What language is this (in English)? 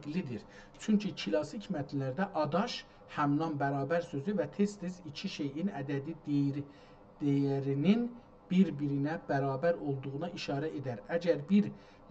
South Azerbaijani